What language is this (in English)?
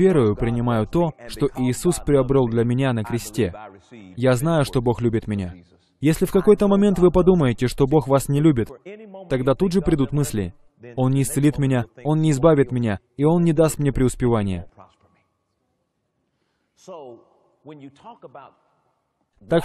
Russian